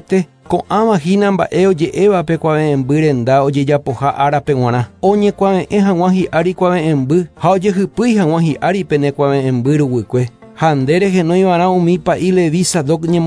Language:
Guarani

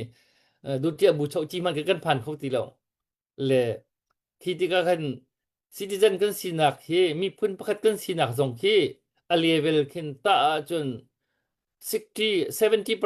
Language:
Hakha Chin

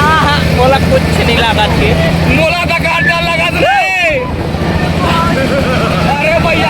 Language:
Chhattisgarhi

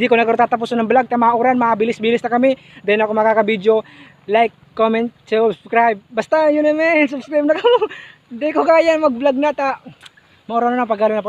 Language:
Bikol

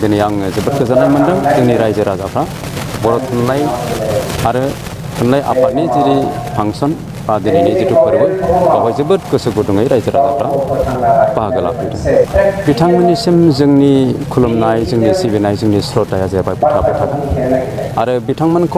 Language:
Bodo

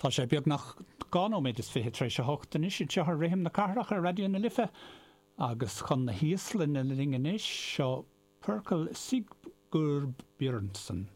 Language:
Irish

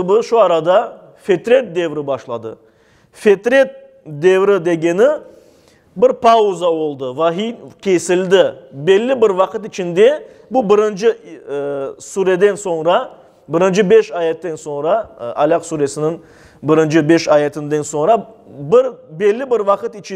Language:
Crimean Tatar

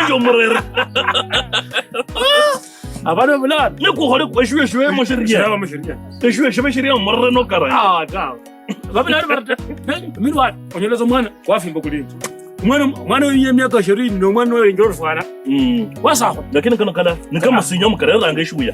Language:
Kabras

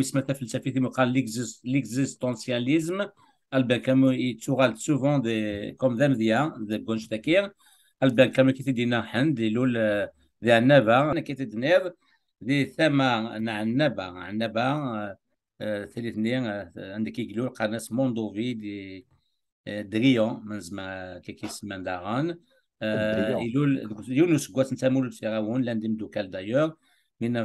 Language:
Kabyle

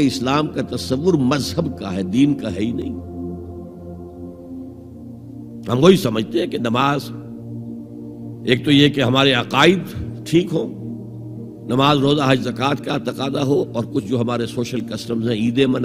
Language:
Urdu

